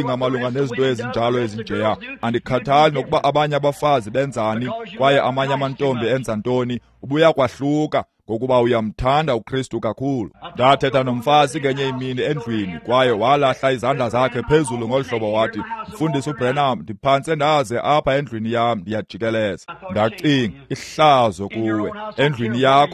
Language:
Xhosa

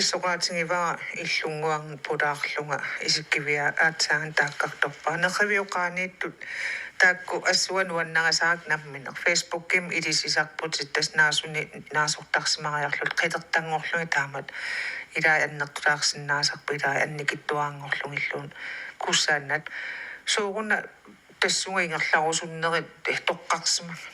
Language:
Kalaallisut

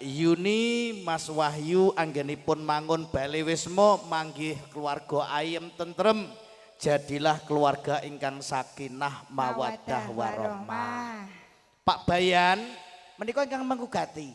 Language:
Javanese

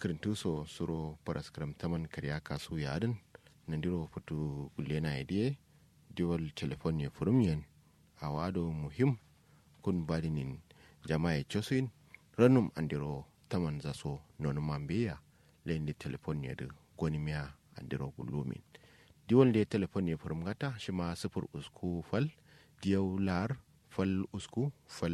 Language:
Kanuri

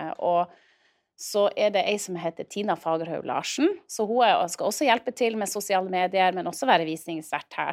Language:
Norwegian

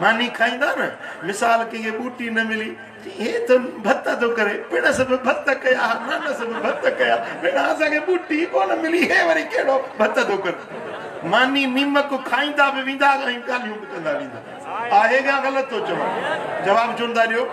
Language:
Sindhi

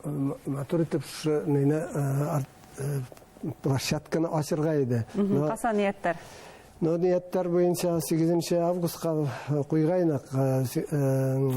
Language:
Bashkir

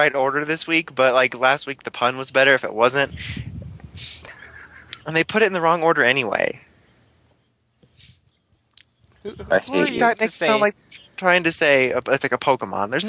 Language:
English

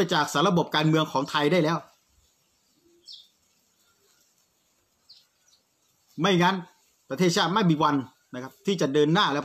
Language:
Thai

